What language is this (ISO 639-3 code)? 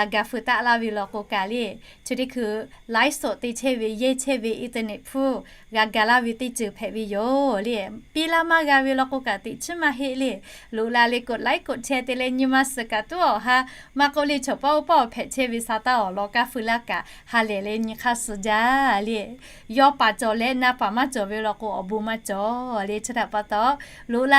lhu